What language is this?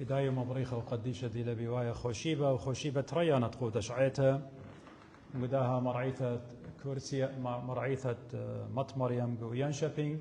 Assyrian Neo-Aramaic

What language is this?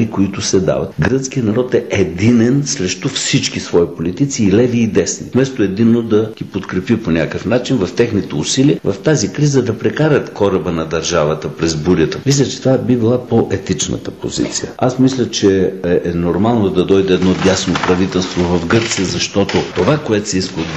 Bulgarian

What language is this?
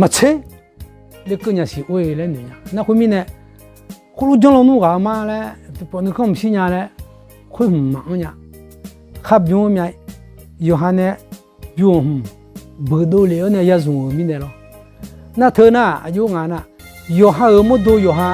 Akha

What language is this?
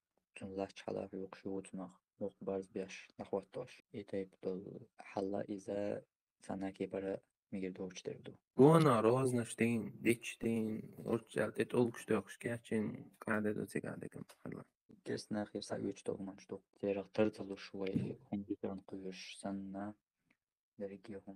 Chechen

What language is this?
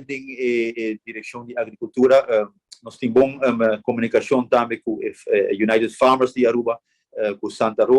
Papiamento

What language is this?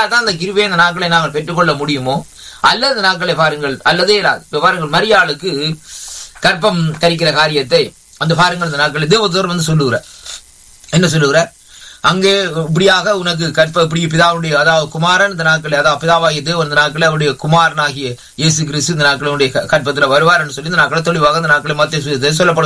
Tamil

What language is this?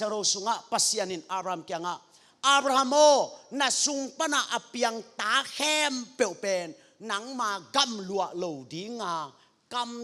Tedim Chin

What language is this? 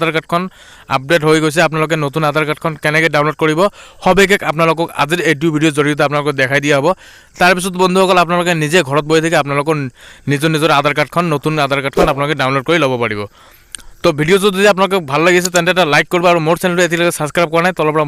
Assamese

